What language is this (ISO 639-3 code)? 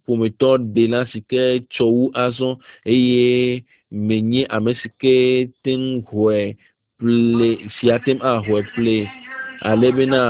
ewe